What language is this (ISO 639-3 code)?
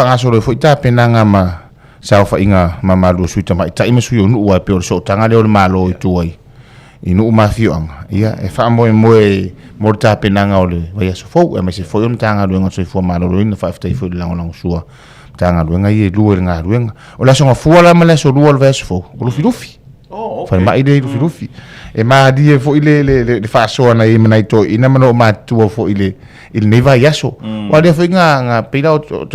smo